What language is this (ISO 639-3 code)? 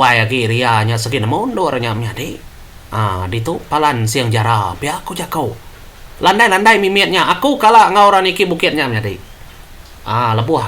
iba